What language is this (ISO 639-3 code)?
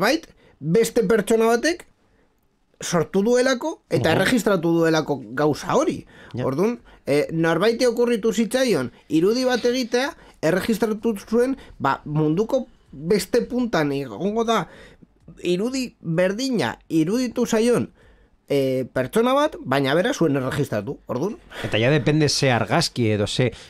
eus